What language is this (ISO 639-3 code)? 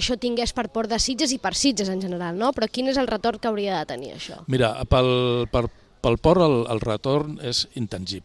cat